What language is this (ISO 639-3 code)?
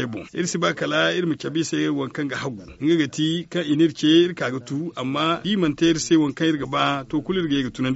dje